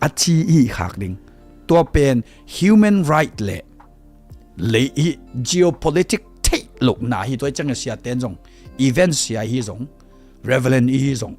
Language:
Tedim Chin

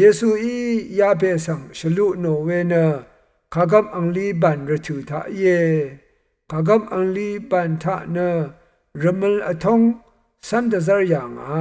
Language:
Rawang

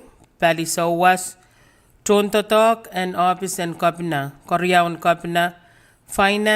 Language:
Pohnpeian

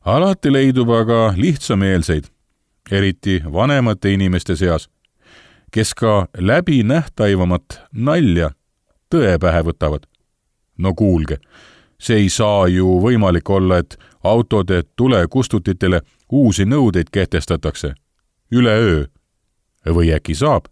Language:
Estonian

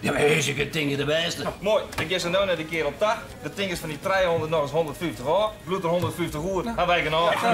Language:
Western Frisian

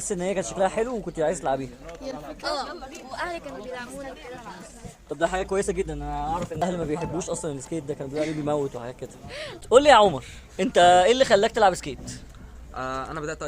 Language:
Egyptian Arabic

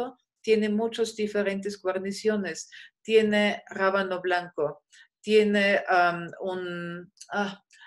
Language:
Spanish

